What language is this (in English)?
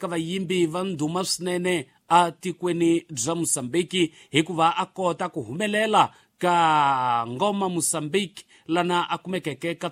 Tsonga